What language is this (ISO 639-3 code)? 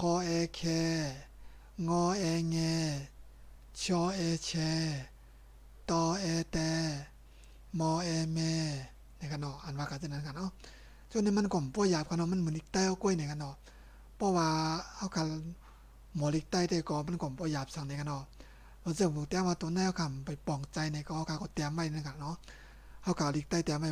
shn